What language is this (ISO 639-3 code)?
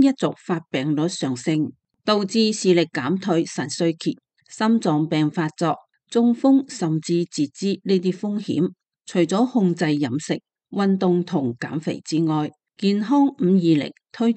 yue